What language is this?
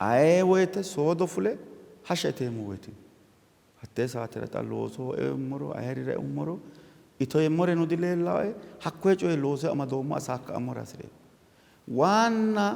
Sidamo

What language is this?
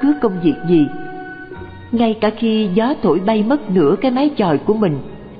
Vietnamese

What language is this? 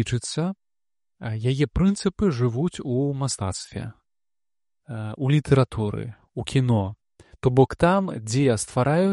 Belarusian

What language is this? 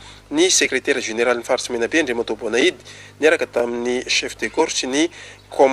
Malagasy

